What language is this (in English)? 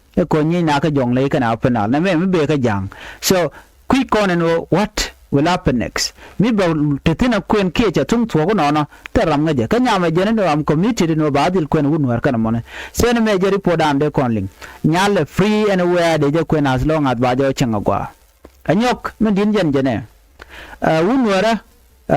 Nuer